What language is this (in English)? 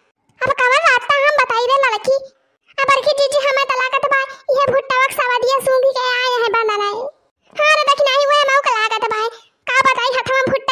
Awadhi